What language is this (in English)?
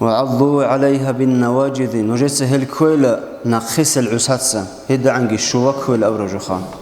Avaric